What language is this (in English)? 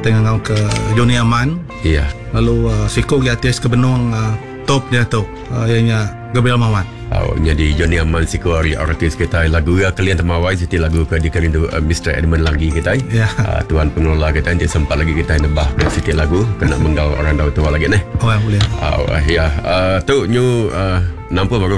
Iban